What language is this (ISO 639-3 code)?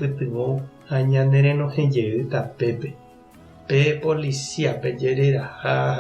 grn